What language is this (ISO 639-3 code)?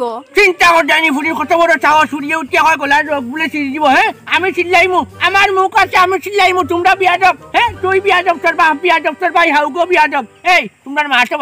syl